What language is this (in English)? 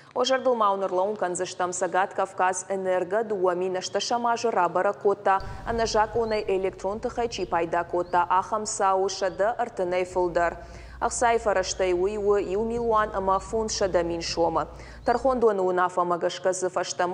Ossetic